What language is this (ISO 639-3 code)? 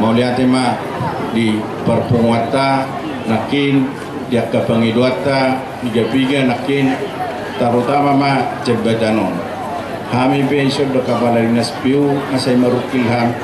bbc